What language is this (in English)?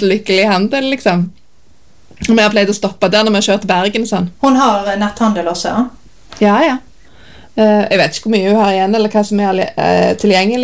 Norwegian